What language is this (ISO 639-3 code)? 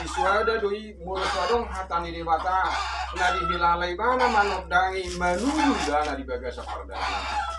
bbc